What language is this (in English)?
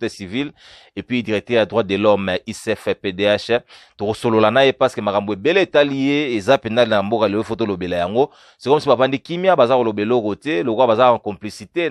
Lingala